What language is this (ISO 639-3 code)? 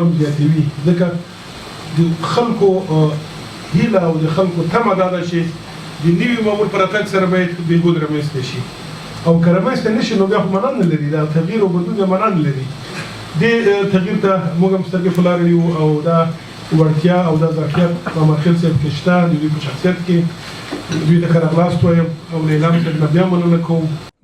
pus